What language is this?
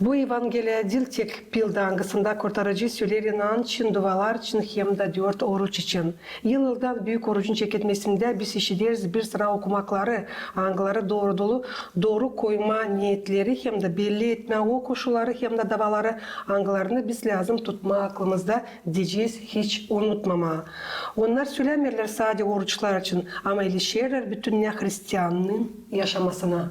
Gagauz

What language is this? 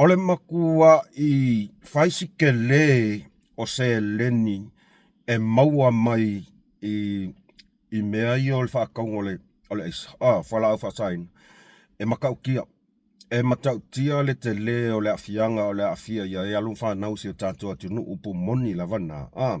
Samoan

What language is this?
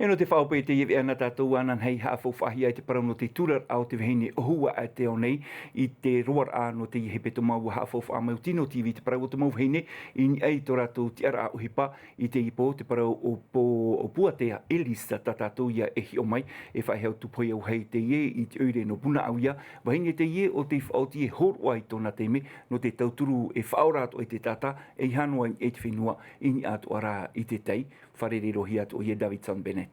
Tahitian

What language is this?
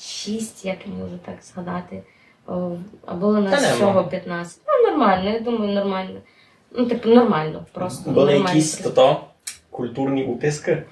Rusyn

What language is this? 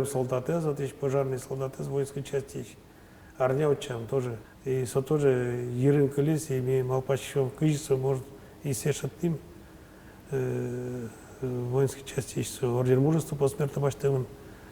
Udmurt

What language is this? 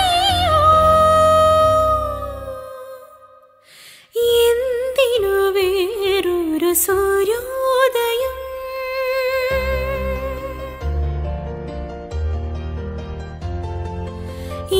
Malayalam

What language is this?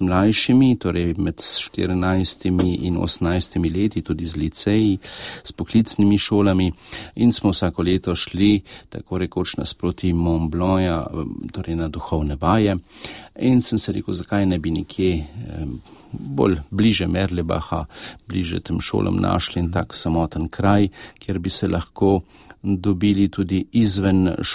Slovenian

